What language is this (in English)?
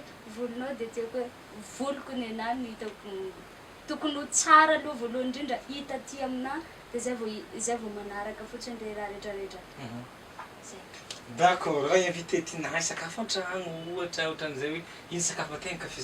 Malagasy